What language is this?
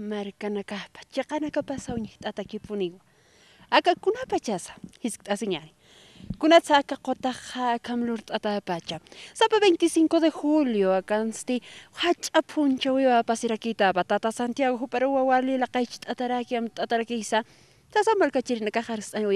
Aymara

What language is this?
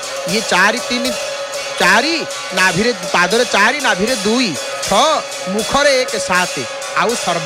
Odia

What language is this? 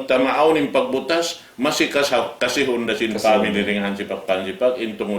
Tausug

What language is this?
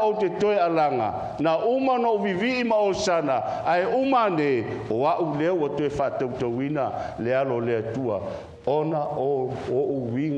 Samoan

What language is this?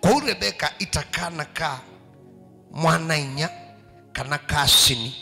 Kamba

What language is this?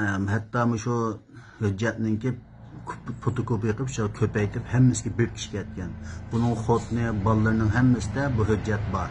Uyghur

